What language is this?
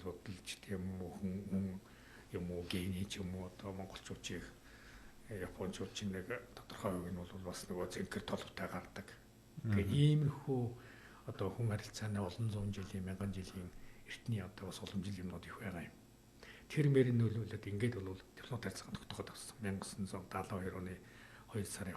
Mongolian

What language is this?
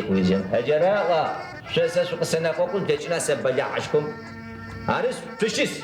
Adyghe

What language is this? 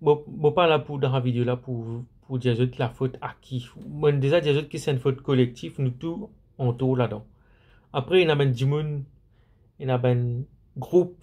Morisyen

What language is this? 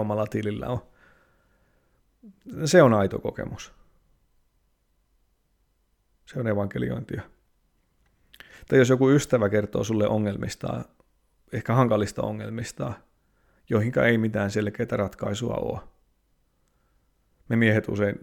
Finnish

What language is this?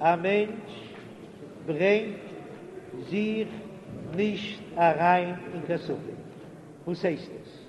Yiddish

